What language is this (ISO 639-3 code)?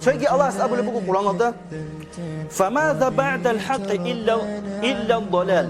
ava